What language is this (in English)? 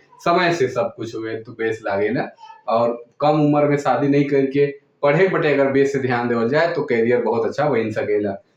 Sadri